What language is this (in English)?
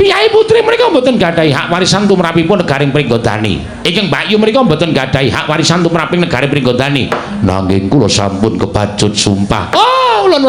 Javanese